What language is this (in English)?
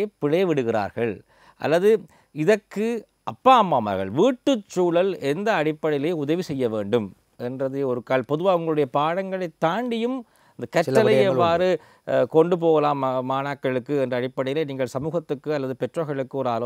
Tamil